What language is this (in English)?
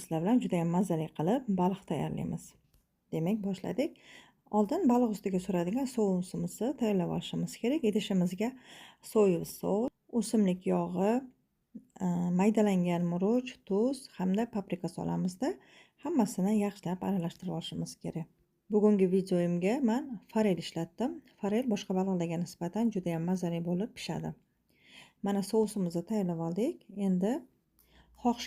Uzbek